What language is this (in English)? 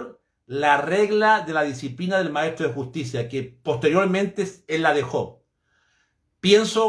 Spanish